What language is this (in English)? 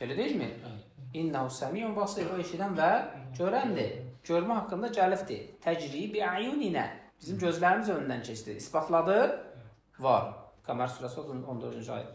Azerbaijani